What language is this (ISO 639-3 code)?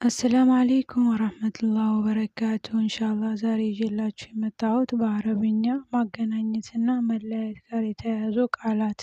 amh